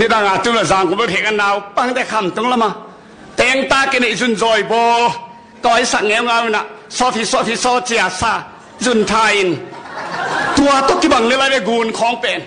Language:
Tedim Chin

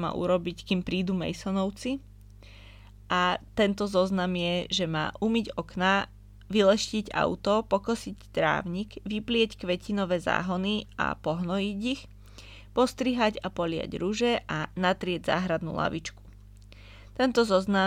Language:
Slovak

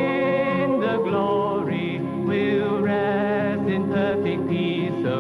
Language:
Gilbertese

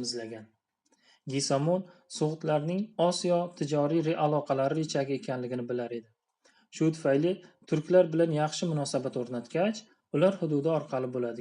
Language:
Uzbek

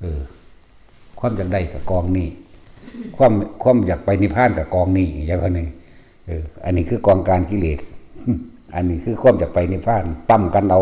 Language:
Northeastern Thai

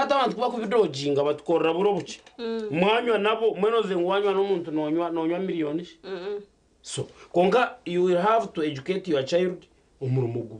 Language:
Nyankole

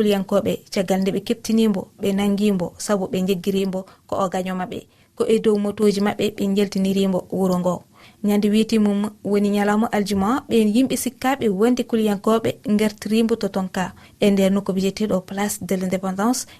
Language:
Fula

